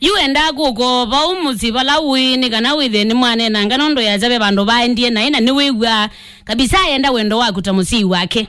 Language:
Kamba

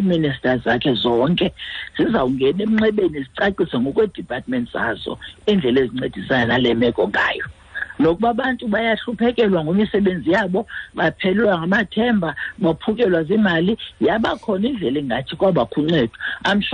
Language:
Xhosa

